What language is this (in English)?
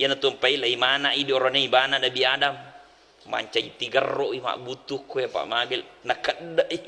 Buginese